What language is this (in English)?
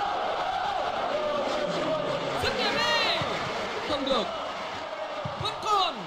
Vietnamese